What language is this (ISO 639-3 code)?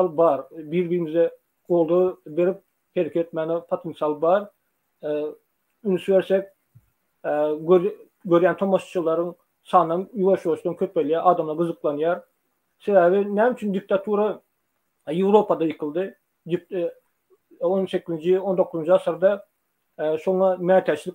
tuk